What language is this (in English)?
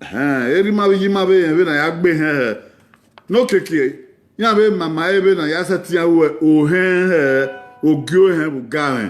Bini